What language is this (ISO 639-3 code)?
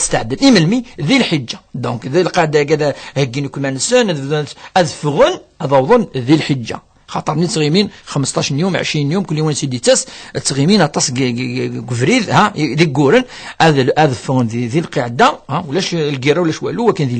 kab